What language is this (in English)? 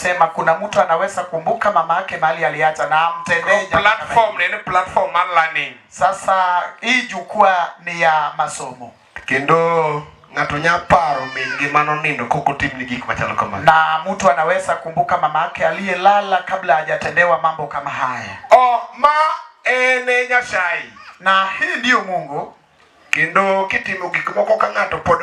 Luo (Kenya and Tanzania)